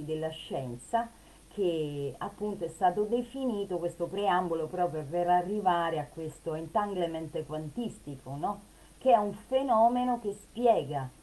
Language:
Italian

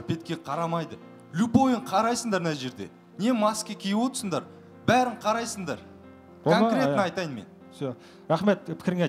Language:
Kazakh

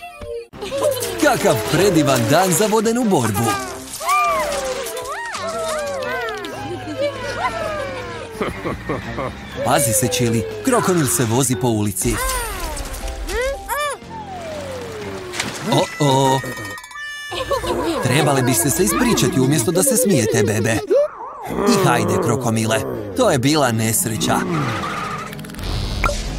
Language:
Croatian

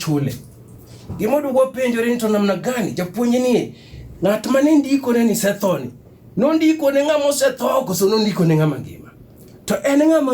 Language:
Luo (Kenya and Tanzania)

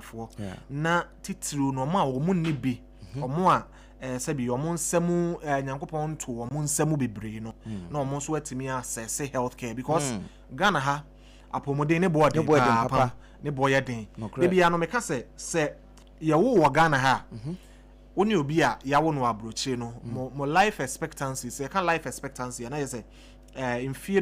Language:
Akan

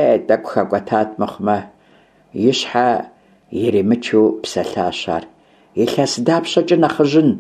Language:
Kabardian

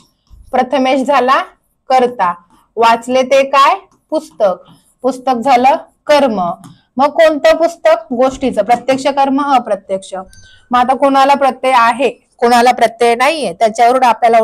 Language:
Marathi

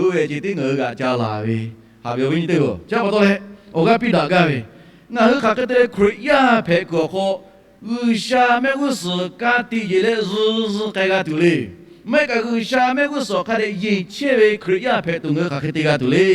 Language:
Lahu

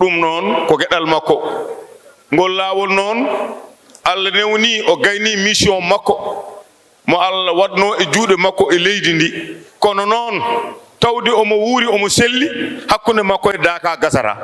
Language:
Fula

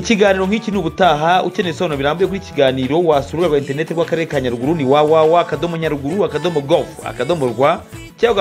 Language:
Kinyarwanda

